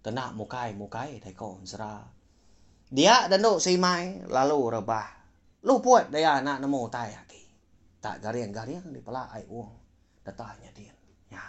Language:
Iban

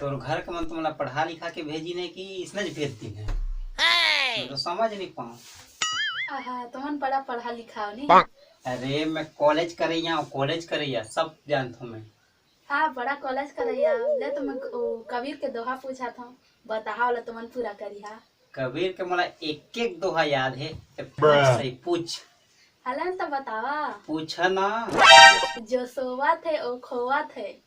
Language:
Chhattisgarhi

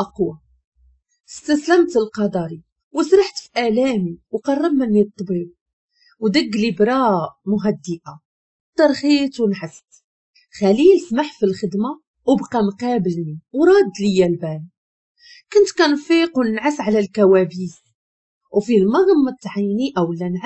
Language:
Moroccan Arabic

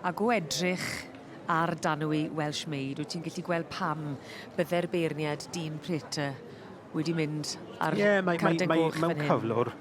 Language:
Welsh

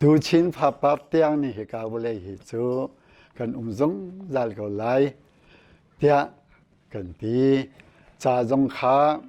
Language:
Hakha Chin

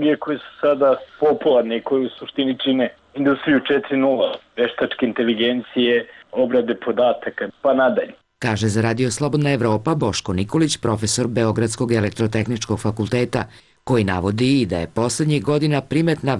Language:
Serbian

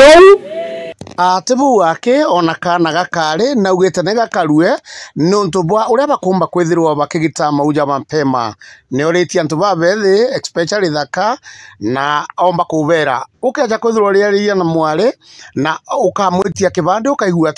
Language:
Meru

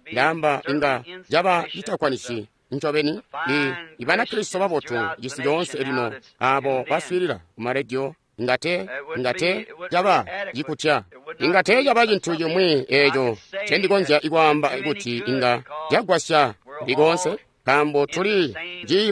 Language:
Tonga (Zambia)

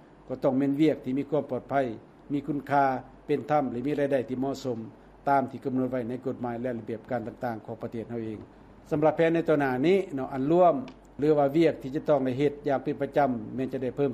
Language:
Lao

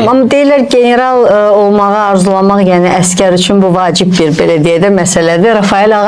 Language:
Azerbaijani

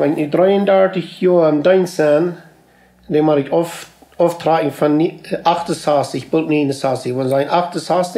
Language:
Plautdietsch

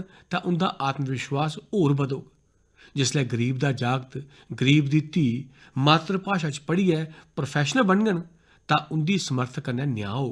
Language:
Dogri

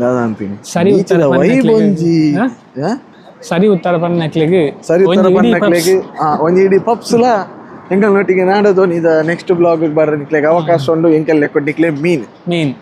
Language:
Tulu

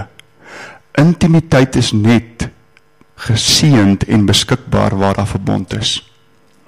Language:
Afrikaans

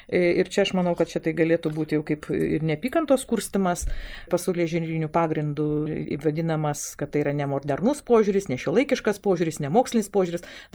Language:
Lithuanian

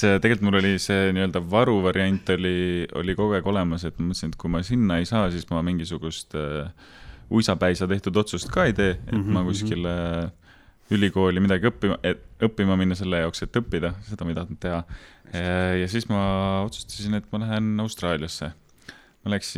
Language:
Estonian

